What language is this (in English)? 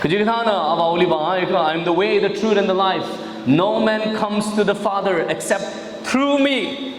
Tangkhul Naga (India)